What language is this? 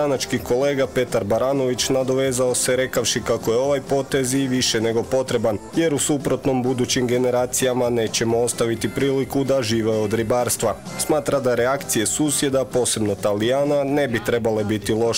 Croatian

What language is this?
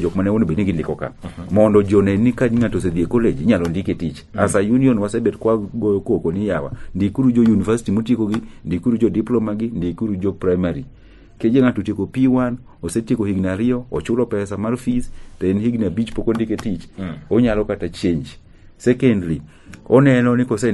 Luo (Kenya and Tanzania)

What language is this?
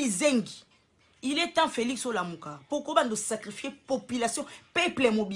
Lingala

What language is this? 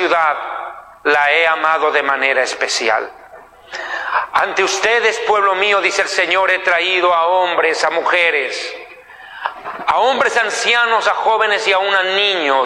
Spanish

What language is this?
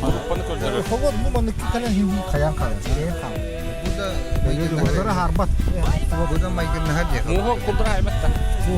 Yakut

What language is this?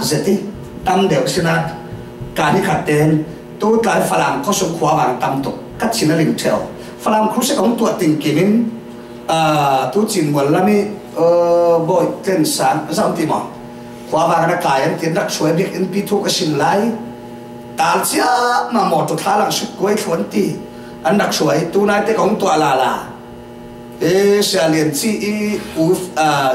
Falam Chin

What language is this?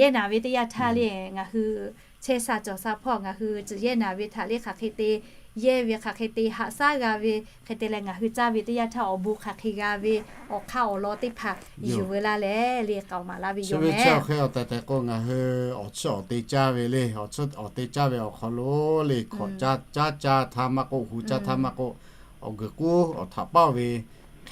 Lahu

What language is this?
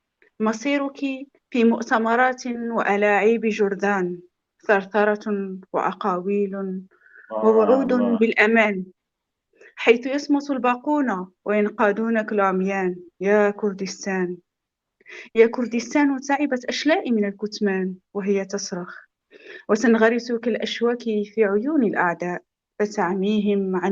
North Levantine Arabic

